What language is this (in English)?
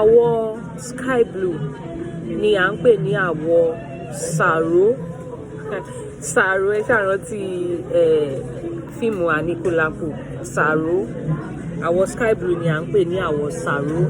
Yoruba